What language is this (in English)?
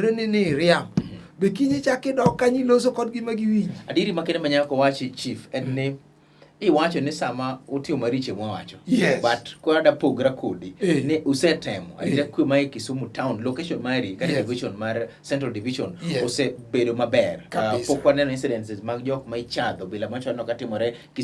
Luo (Kenya and Tanzania)